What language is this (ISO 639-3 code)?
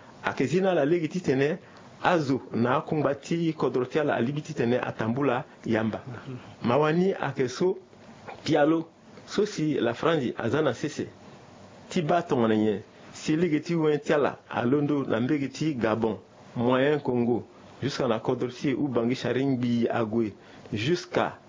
sag